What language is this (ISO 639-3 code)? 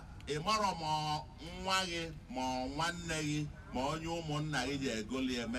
ibo